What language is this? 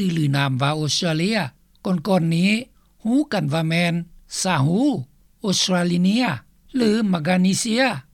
Lao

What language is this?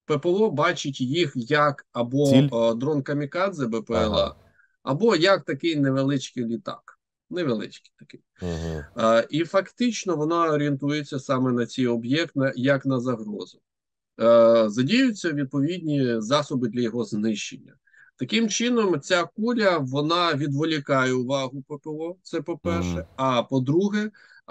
Ukrainian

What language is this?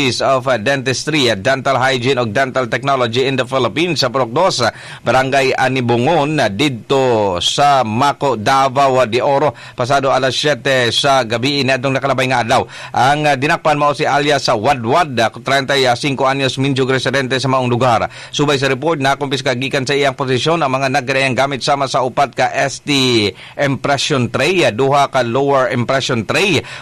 Cebuano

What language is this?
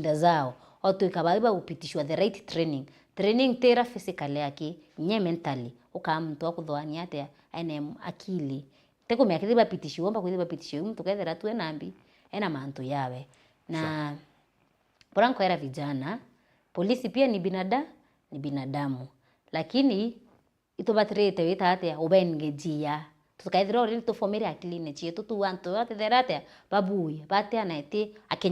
Meru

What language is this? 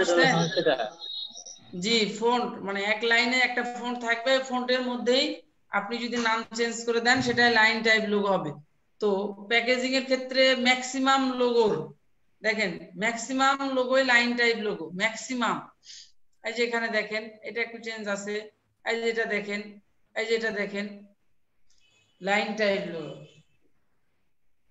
Bangla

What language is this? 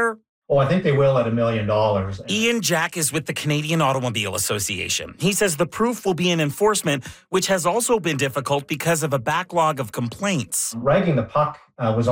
English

